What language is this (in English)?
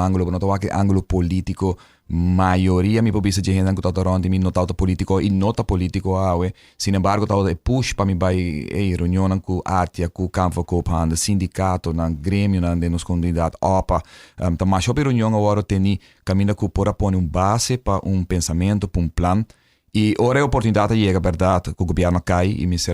Papiamento